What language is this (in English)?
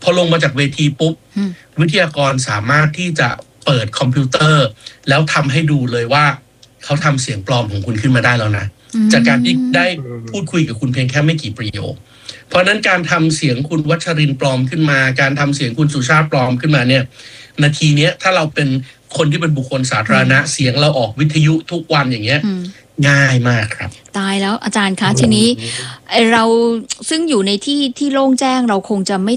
Thai